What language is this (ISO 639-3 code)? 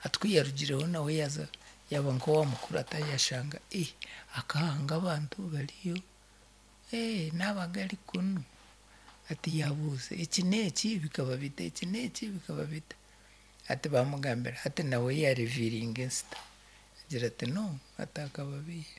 nyn